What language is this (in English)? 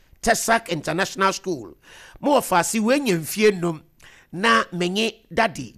Akan